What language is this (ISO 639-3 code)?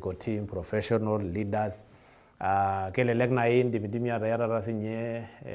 mas